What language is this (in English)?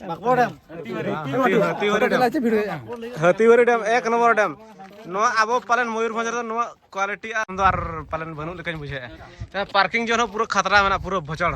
Santali